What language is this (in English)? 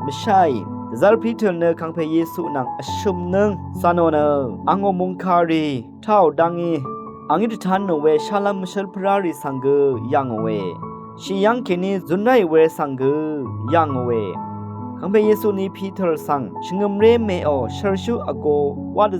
Rawang